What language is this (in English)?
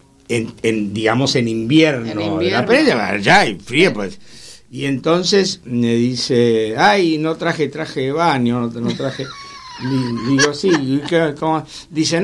Spanish